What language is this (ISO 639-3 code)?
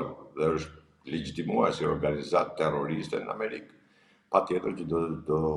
sqi